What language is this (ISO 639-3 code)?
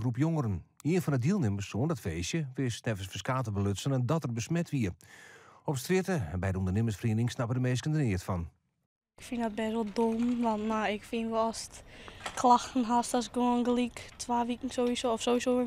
fry